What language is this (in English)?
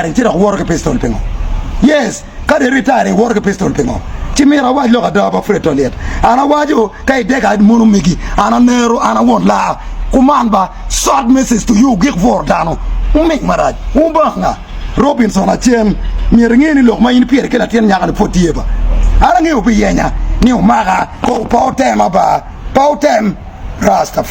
Acoli